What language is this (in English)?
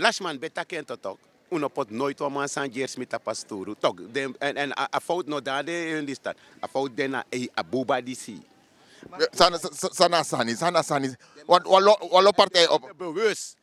Sranan Tongo